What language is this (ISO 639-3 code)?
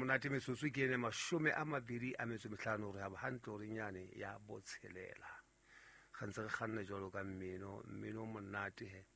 sot